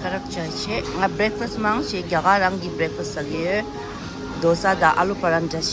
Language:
Tibetan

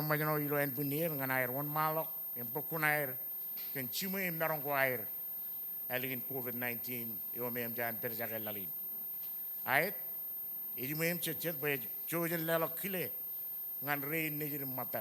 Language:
Marshallese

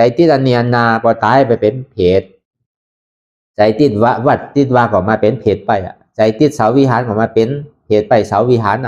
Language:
Shan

